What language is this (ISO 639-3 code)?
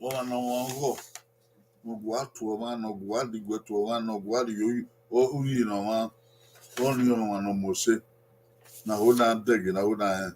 bin